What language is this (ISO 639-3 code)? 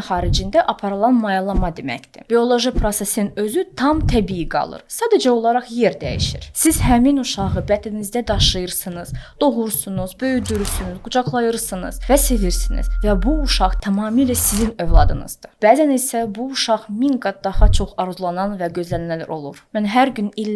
aze